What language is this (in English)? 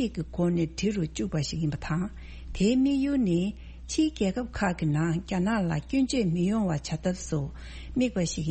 Tibetan